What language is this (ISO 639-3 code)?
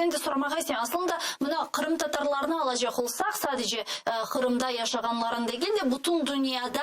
crh